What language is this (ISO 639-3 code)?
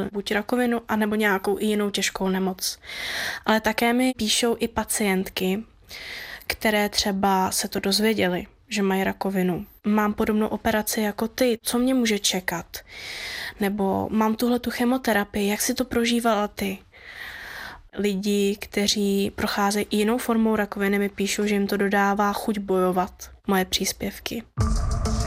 ces